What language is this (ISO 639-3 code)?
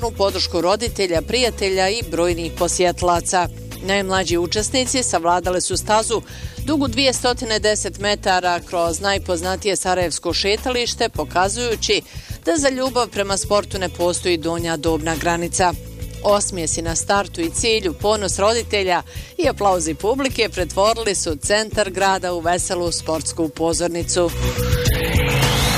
bos